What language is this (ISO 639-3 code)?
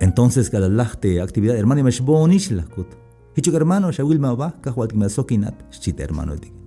tzh